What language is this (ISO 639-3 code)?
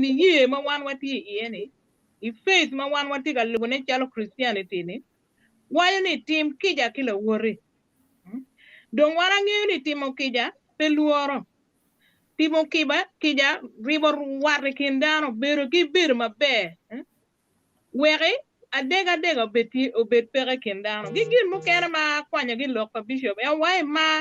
ach